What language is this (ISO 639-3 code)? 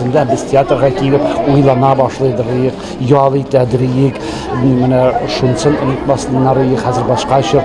tat